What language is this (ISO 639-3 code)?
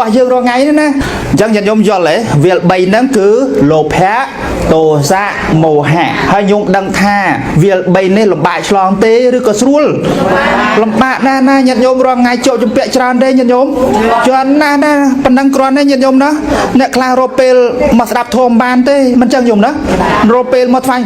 khm